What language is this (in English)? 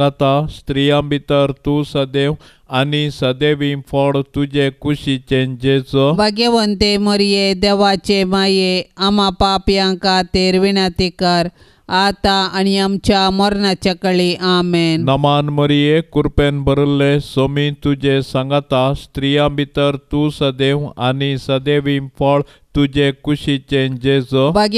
Konkani